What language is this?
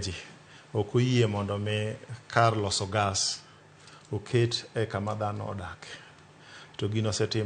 Luo (Kenya and Tanzania)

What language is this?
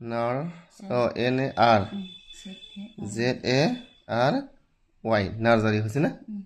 Assamese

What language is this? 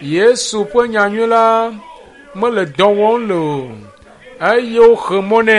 Ewe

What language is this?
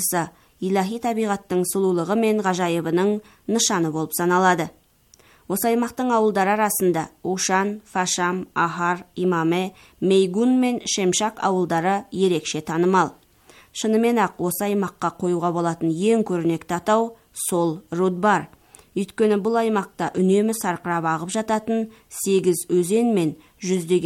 Kazakh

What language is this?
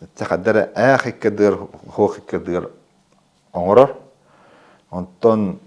Yakut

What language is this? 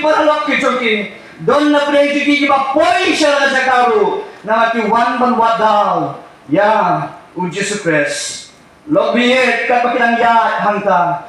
Khasi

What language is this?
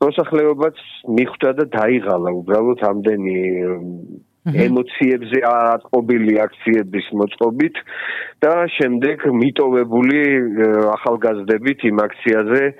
Georgian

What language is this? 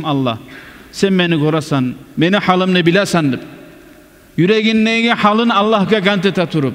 Kumyk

